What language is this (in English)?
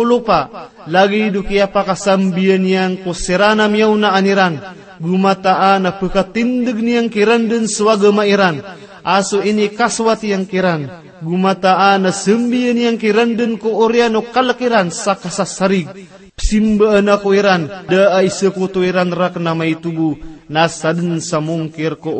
Maranao